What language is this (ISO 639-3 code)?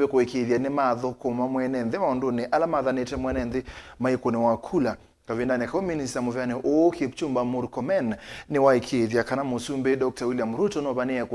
kam